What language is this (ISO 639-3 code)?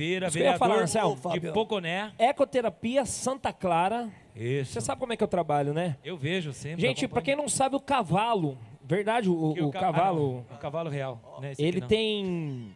por